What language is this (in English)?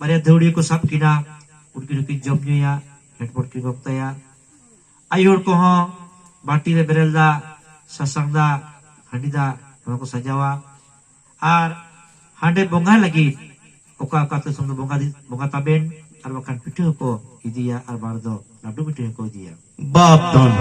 Santali